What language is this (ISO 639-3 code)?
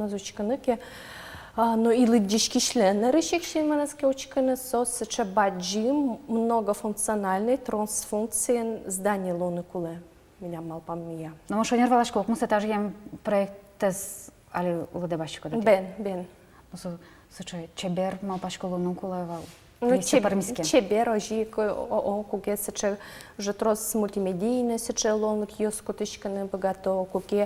udm